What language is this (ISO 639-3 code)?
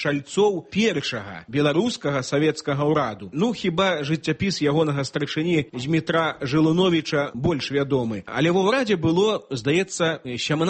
bel